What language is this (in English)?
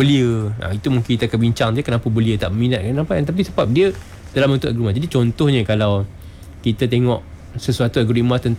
Malay